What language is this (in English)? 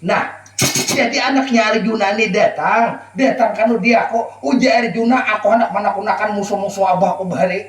Banjar